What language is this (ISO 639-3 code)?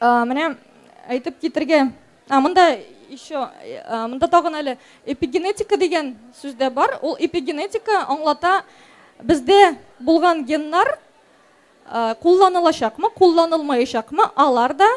tat